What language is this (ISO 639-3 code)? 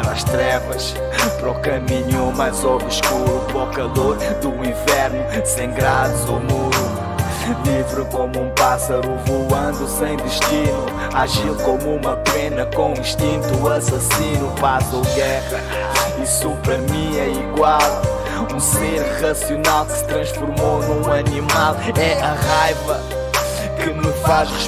por